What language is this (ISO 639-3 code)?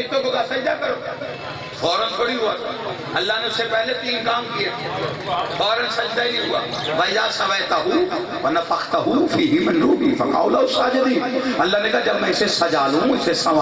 urd